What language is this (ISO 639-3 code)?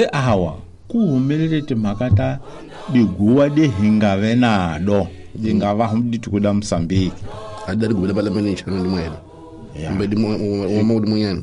tso